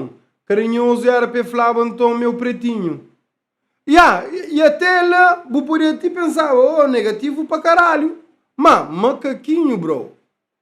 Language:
Kabuverdianu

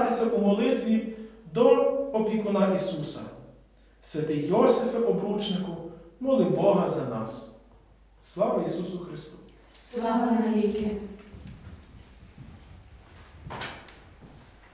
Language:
Ukrainian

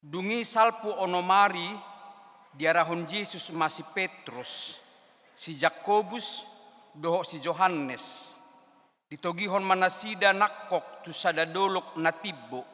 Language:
Batak Toba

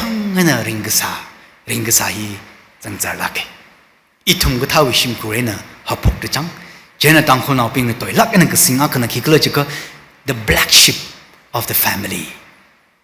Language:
Tangkhul Naga (India)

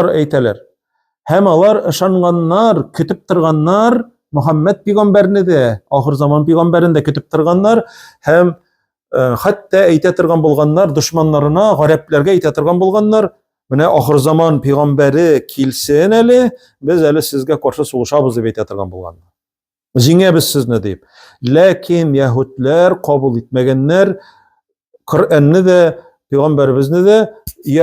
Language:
Tatar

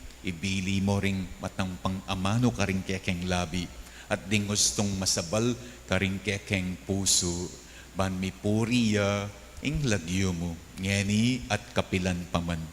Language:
Pampanga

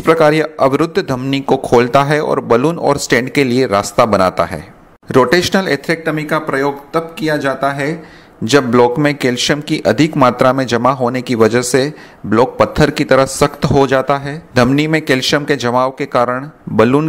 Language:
Hindi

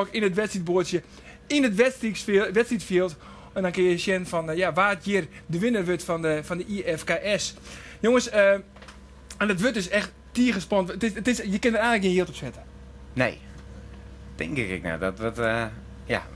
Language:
Western Frisian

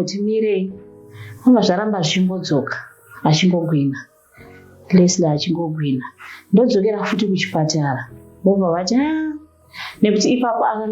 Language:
Shona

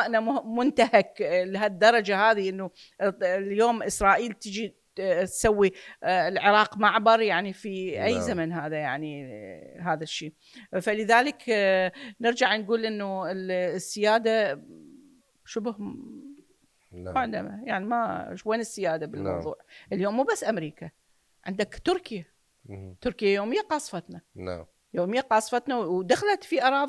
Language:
Mesopotamian Arabic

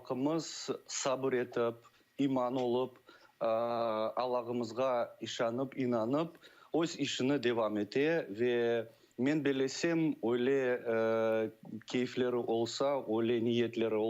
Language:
Crimean Tatar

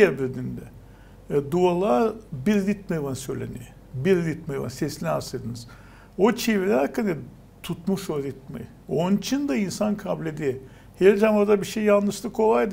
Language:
Gagauz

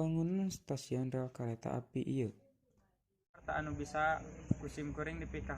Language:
Sundanese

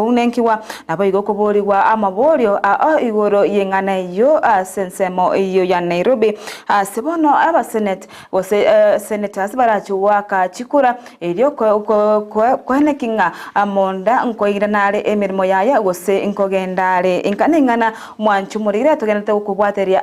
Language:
Gusii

